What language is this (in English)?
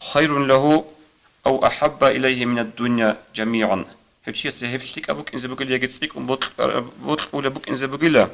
Avaric